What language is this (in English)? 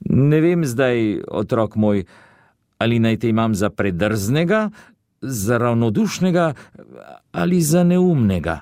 Slovenian